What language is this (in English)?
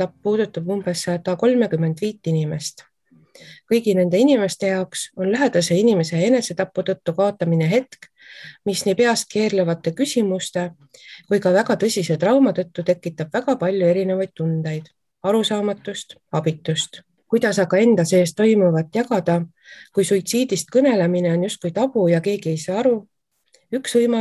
Estonian